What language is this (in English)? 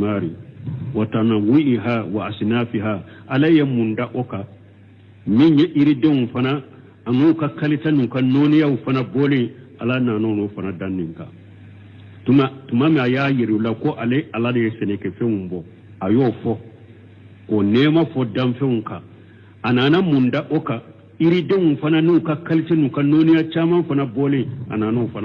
Bambara